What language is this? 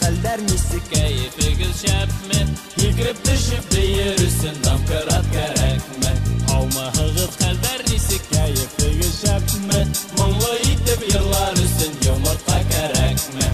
Bashkir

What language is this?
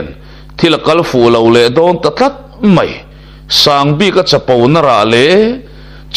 Mizo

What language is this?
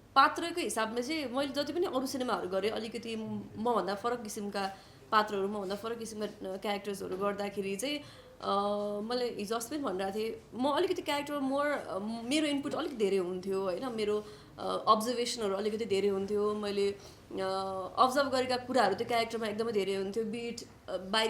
Nepali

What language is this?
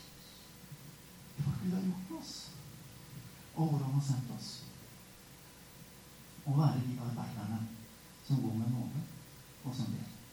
Norwegian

